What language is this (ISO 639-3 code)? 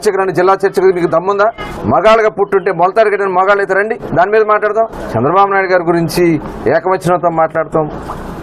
tel